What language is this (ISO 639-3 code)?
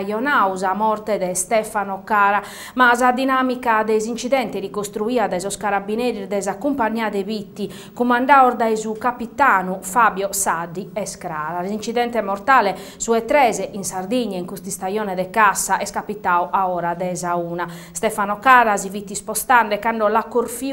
srd